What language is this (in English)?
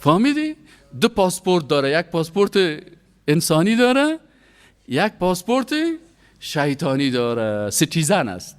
Persian